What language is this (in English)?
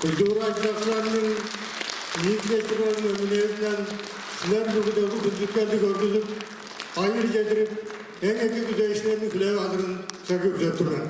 Tuvinian